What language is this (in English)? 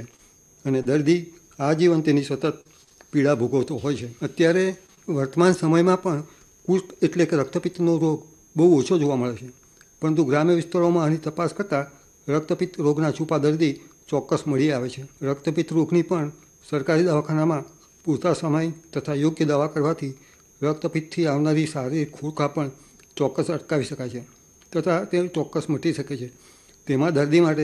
Gujarati